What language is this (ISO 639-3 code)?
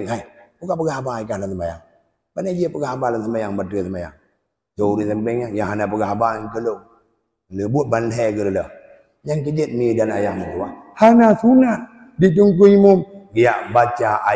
ace